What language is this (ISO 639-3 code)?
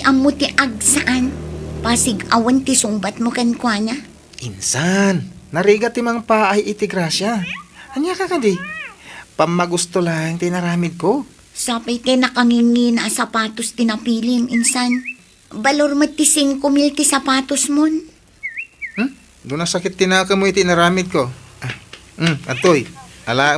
ilo